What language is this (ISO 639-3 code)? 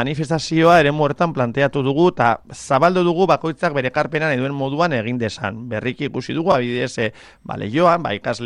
eus